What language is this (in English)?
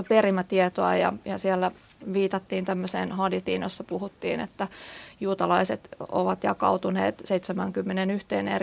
Finnish